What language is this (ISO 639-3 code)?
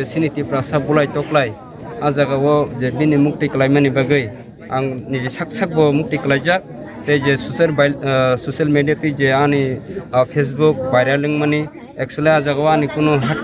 trp